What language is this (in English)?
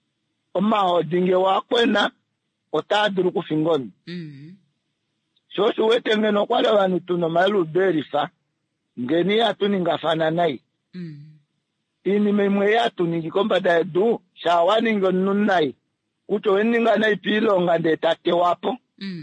Kuanyama